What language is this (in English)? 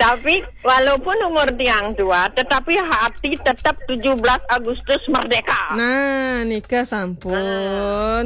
Balinese